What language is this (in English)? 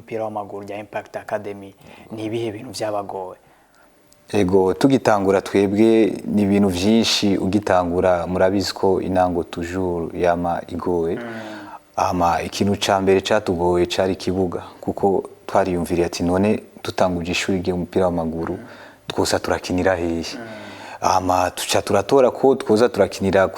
Rundi